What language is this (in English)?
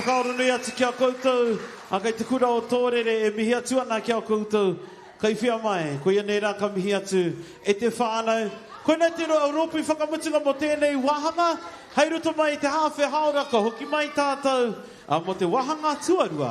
Māori